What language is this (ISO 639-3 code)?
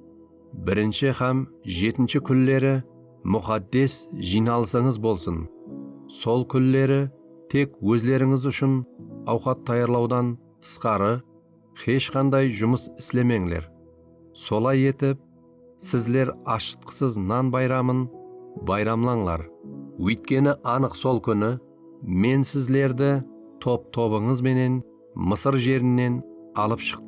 kaa